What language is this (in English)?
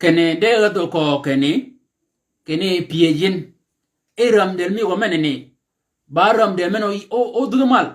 Shilluk